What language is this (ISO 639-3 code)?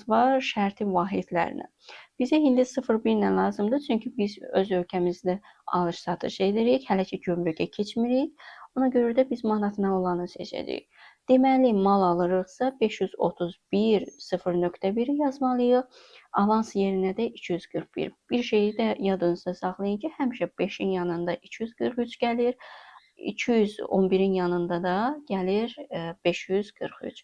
aze